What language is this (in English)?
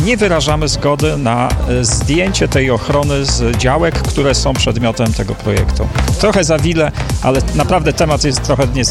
Polish